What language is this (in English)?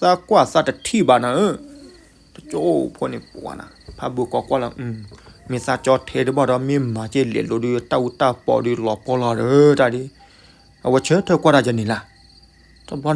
S'gaw Karen